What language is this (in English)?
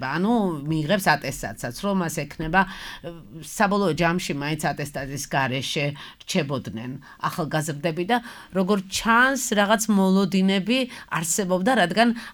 Georgian